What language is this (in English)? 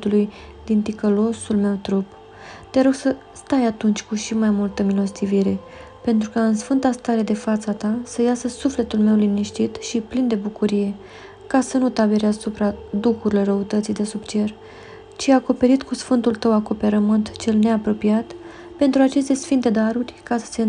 Romanian